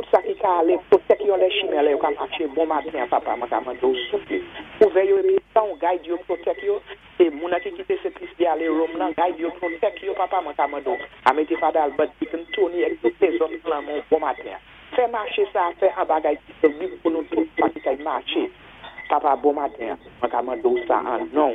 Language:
Saint Lucian Creole French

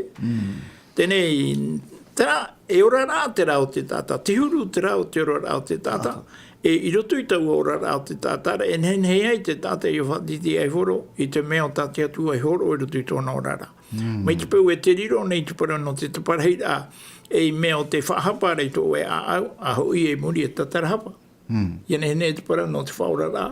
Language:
Tahitian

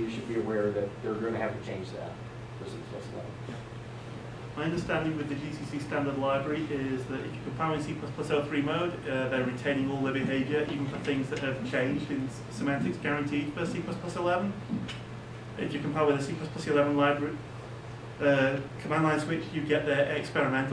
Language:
English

